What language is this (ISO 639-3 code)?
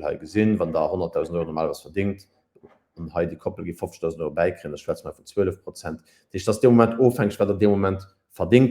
ltz